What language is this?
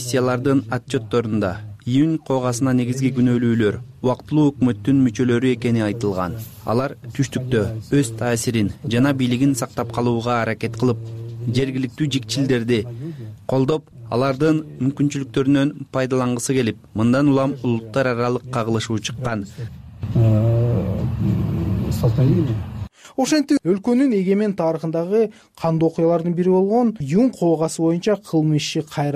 Kyrgyz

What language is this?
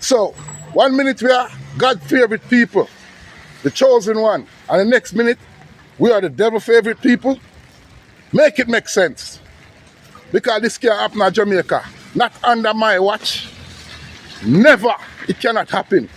Jamaican Creole English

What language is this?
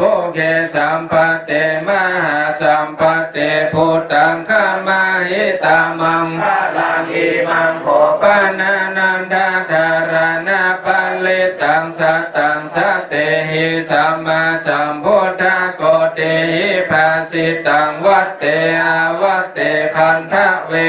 Pali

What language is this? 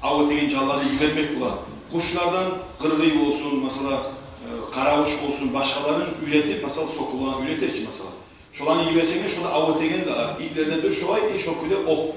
Kumyk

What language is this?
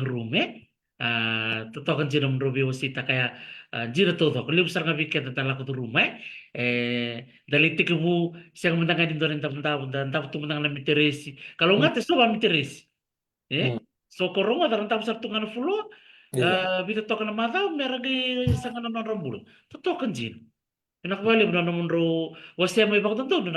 Fijian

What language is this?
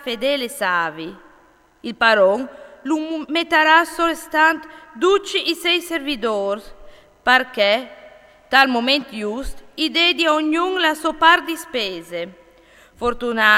Friulian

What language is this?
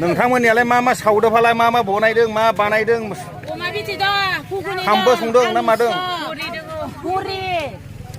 Bodo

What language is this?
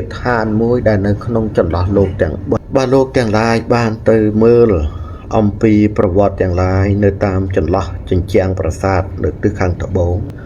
Khmer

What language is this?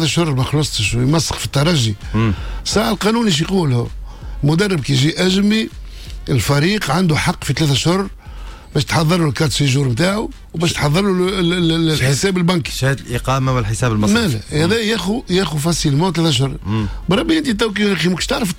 Tunisian Arabic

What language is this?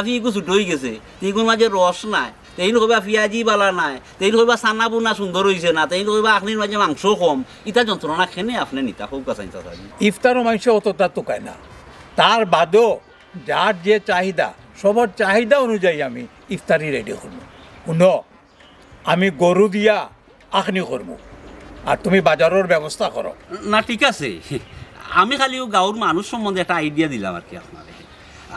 Sylheti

